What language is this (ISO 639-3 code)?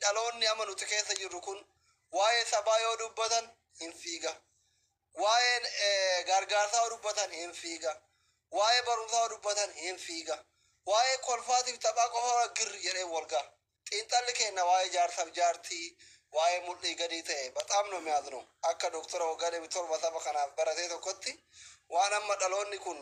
orm